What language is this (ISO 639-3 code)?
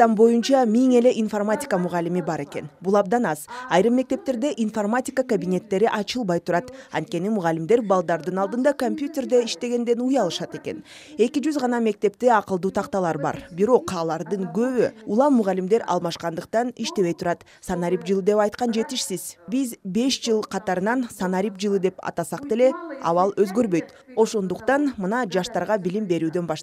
kir